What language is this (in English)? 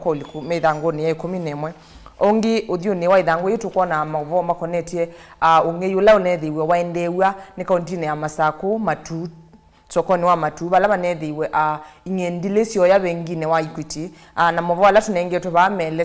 Kamba